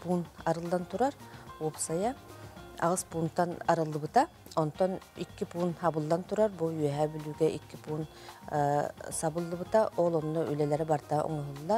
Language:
Yakut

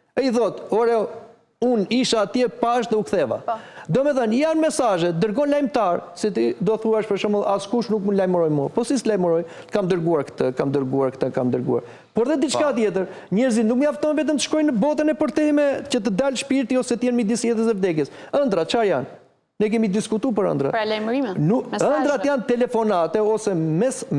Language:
Albanian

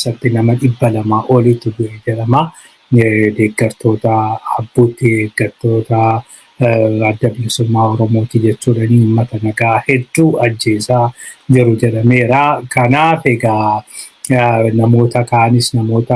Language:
Oromo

